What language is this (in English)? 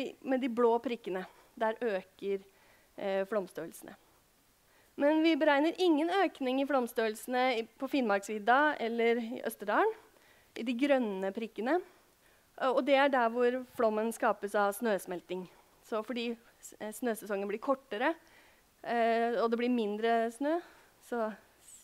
Norwegian